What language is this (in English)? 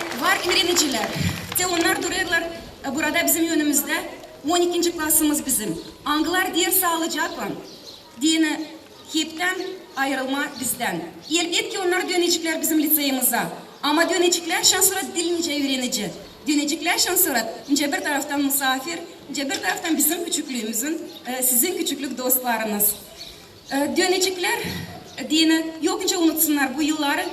Gagauz